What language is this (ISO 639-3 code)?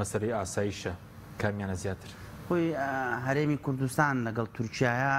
ckb